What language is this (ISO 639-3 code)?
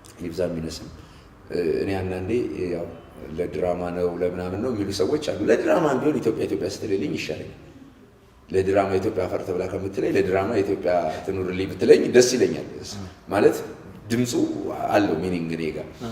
amh